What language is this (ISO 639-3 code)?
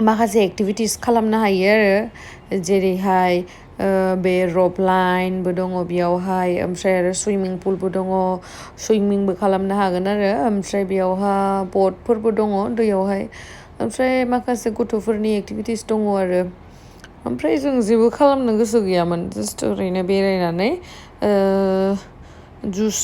brx